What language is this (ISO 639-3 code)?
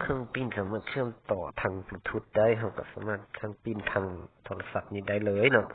lao